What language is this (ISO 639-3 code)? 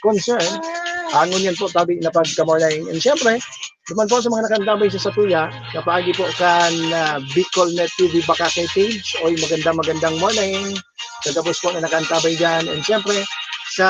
bik